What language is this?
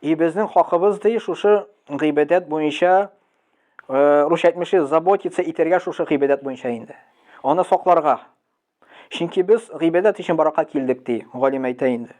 Tatar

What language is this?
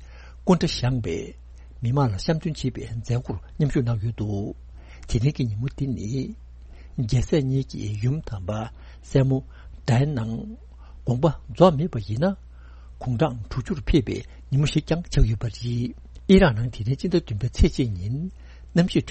Tibetan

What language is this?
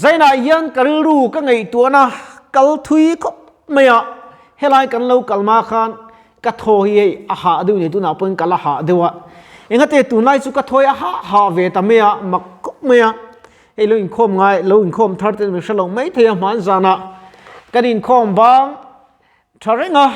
Mizo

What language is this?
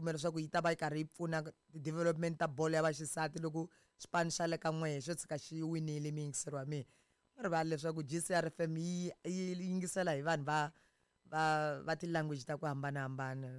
Tsonga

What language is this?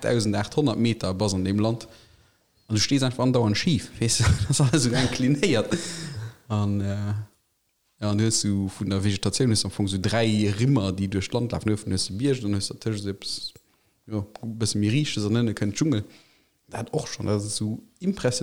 Luxembourgish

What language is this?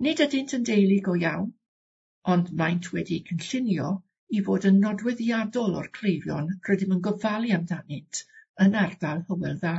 Welsh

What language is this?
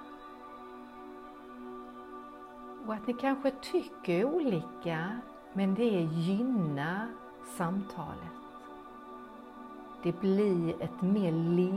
Swedish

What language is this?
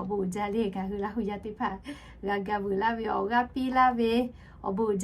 Lahu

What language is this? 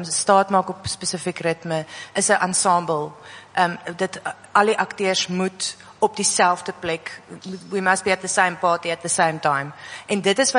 Afrikaans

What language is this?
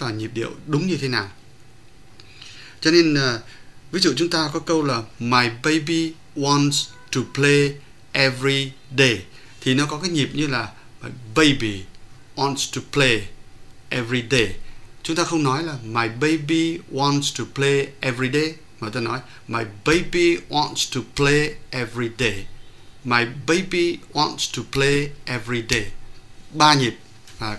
Vietnamese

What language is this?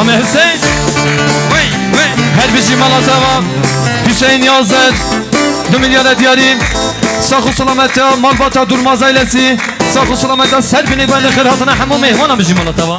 Kurdish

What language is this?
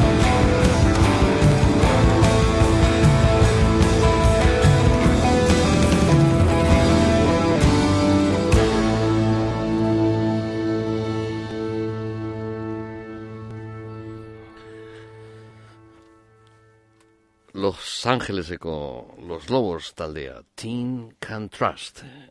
Basque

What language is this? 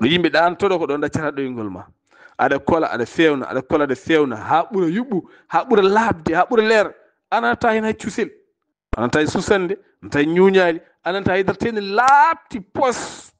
Fula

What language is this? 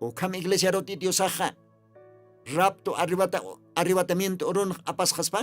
Aymara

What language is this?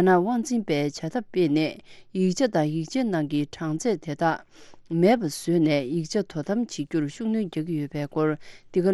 Tibetan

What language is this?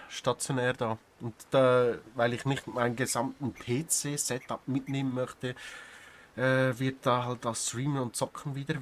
Swiss German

